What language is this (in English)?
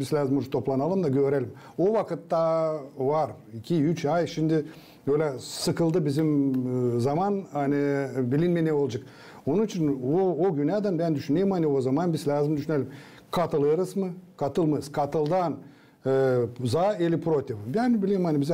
Gagauz